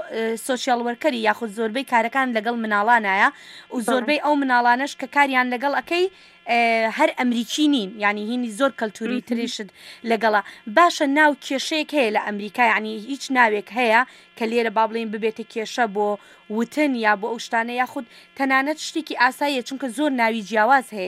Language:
Central Kurdish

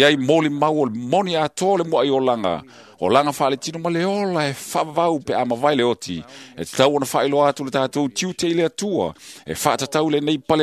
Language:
Samoan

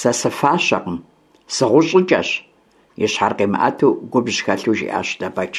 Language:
Kabardian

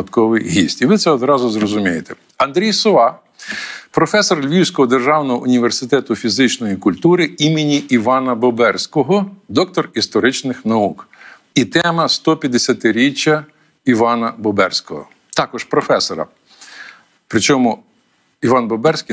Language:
Ukrainian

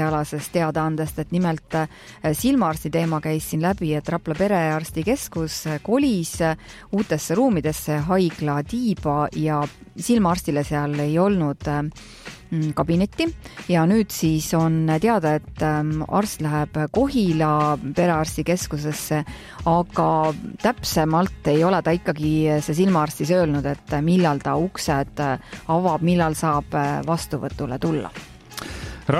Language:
Estonian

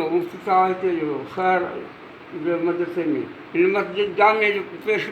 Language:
Sindhi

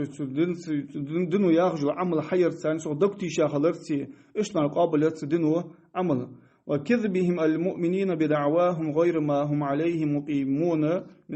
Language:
Ingush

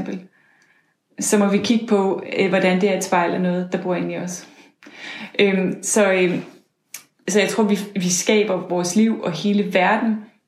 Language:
Danish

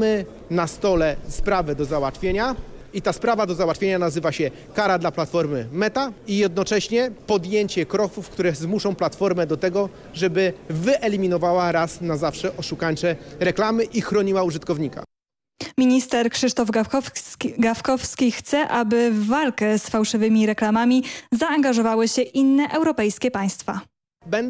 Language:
Polish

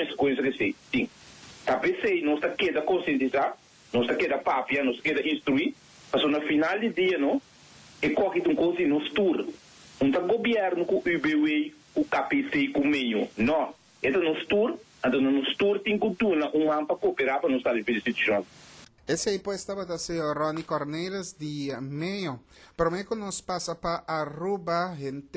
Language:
Papiamento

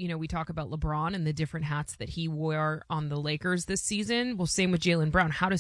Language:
English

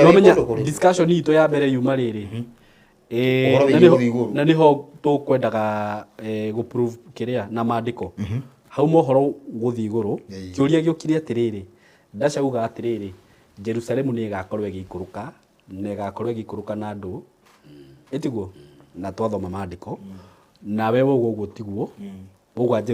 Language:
Kikuyu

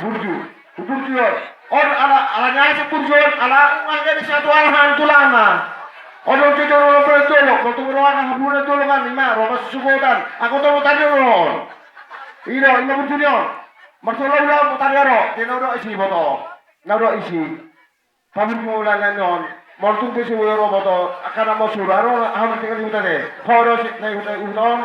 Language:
Batak Toba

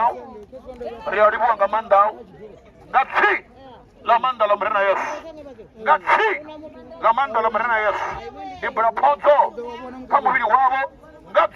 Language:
Venda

